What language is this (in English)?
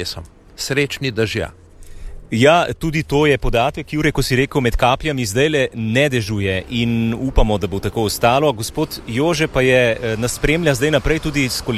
Slovenian